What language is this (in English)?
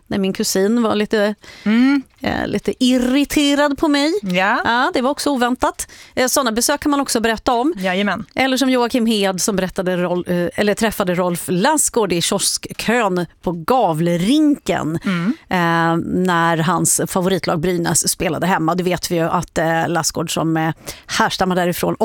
Swedish